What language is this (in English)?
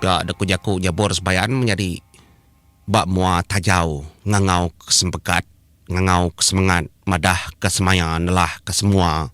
Iban